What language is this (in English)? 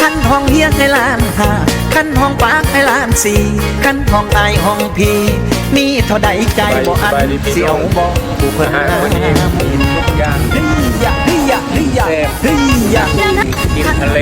Lao